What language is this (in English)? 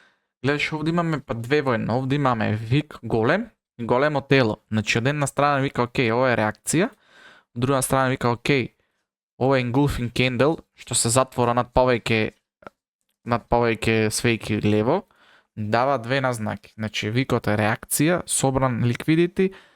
Macedonian